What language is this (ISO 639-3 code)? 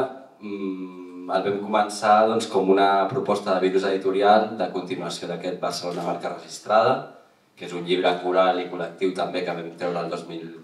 cat